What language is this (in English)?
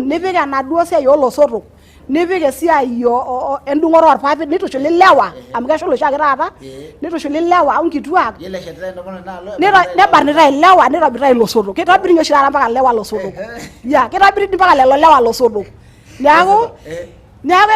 Masai